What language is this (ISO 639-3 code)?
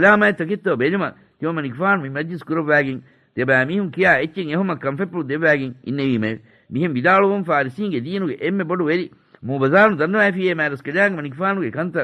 div